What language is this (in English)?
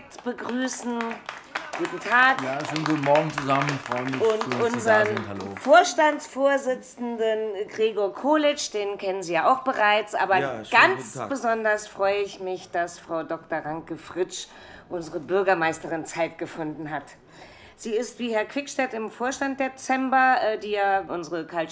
German